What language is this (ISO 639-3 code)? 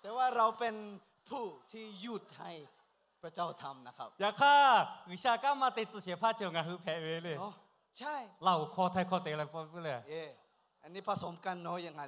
lhu